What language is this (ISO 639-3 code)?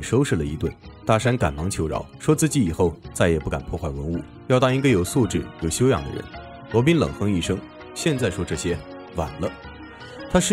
zho